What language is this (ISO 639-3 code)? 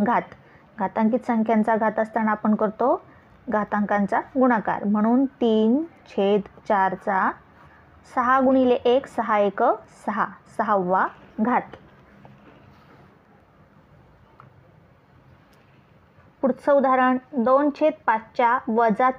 mar